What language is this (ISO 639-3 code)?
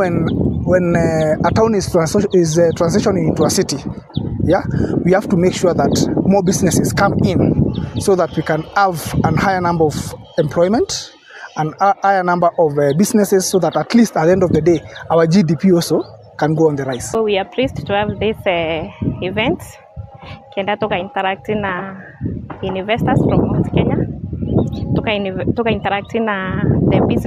mer